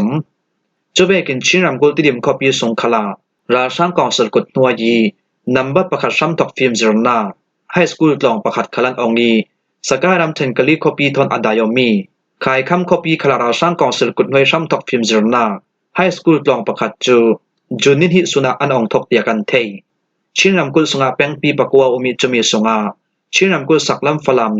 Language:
Falam Chin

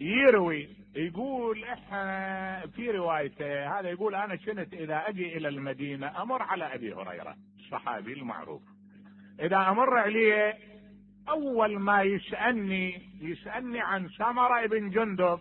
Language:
Mesopotamian Arabic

